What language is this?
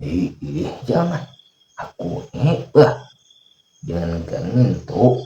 Banjar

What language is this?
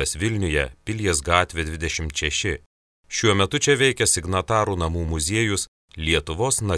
Lithuanian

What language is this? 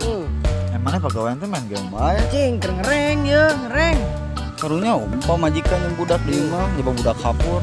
Sundanese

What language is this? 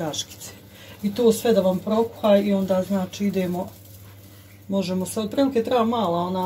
Croatian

